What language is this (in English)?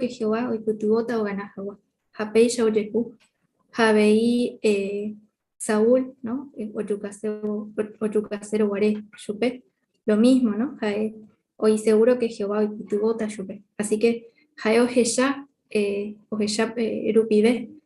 Guarani